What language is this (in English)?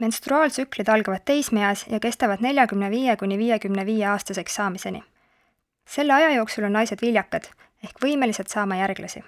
Estonian